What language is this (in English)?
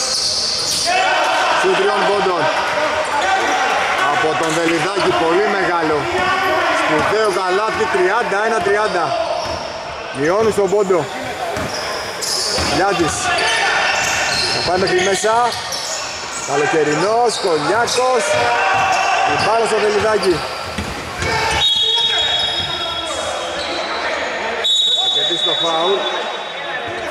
Greek